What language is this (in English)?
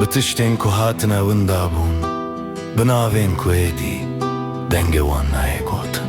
Kurdish